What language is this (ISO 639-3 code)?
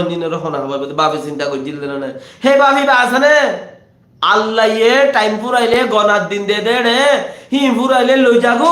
rhg